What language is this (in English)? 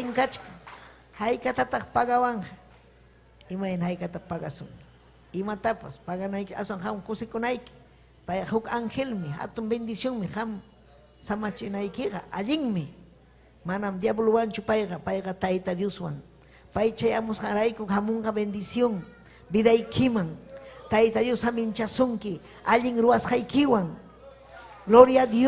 Ayacucho Quechua